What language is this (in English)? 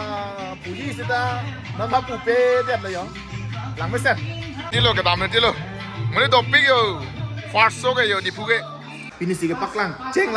Karbi